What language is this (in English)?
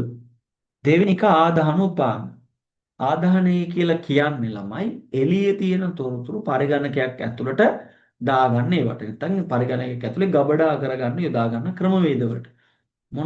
Sinhala